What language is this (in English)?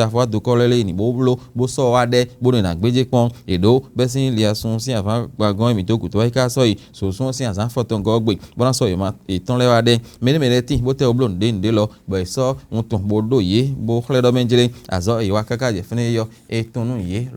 Fon